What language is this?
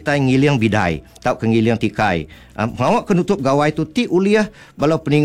Iban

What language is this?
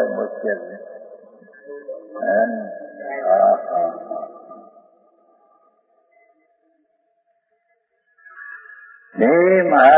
Gujarati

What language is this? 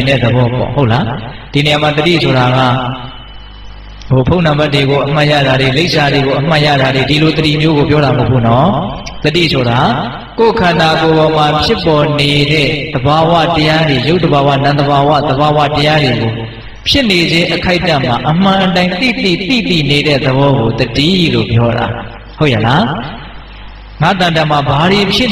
Burmese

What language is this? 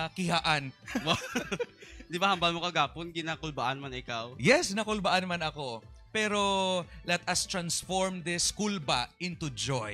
Hiligaynon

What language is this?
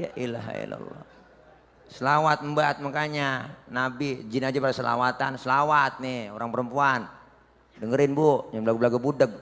Betawi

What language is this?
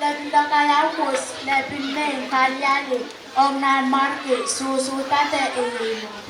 Pohnpeian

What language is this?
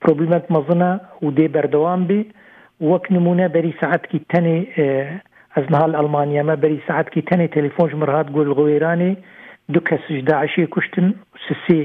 Kurdish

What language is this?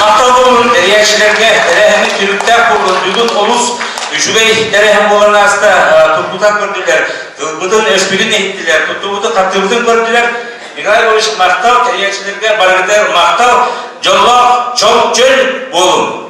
Yakut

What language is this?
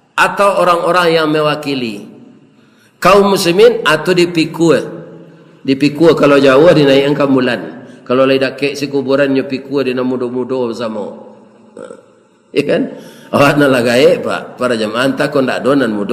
Minangkabau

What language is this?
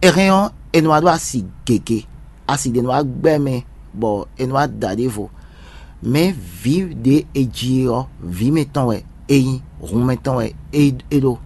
Fon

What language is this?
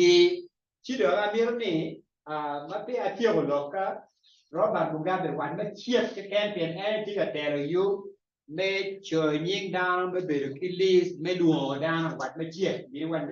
Acoli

